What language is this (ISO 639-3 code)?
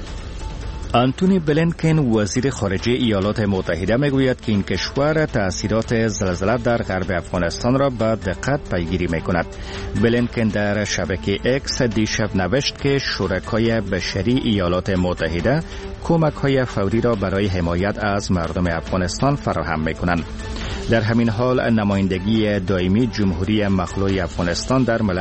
fas